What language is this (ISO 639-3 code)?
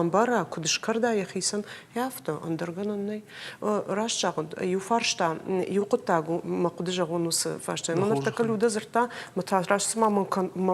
oss